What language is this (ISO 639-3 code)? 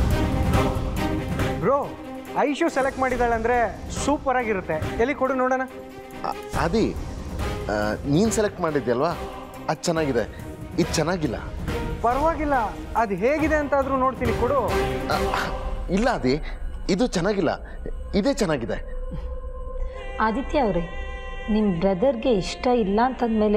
kan